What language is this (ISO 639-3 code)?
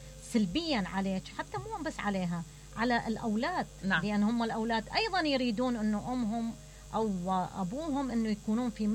acm